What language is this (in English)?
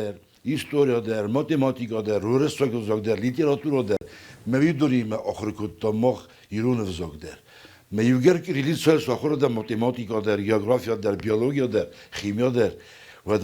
Ossetic